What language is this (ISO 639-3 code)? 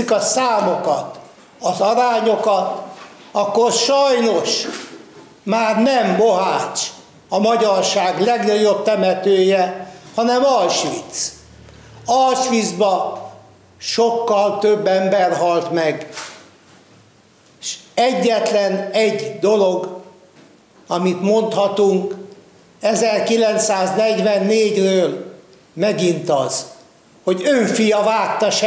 hun